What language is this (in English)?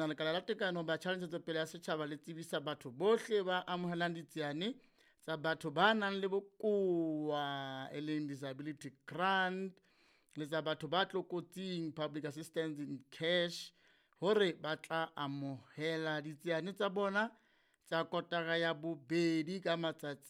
Southern Sotho